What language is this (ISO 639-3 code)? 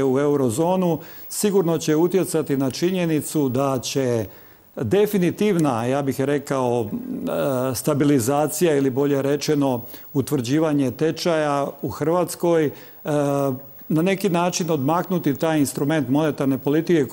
hrv